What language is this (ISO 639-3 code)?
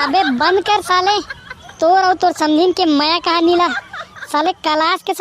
hne